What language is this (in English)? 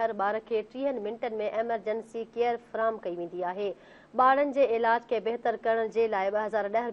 Sindhi